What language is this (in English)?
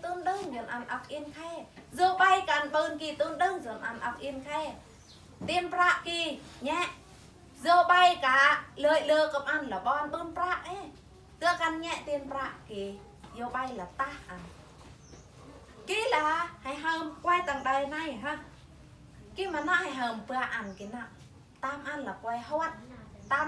Eastern Bru